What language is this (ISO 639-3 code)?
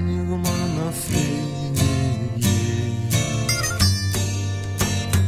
ell